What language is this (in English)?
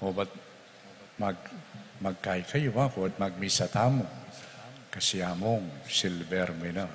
Pampanga